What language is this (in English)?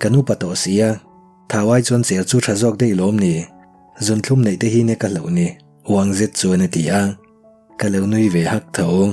Mizo